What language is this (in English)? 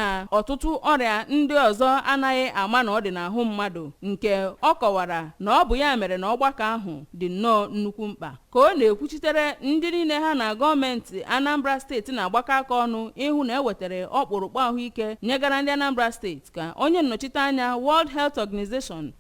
Igbo